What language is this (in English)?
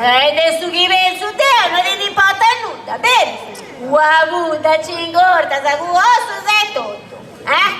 Sardinian